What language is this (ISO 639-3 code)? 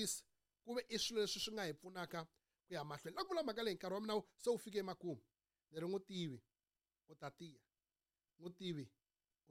tso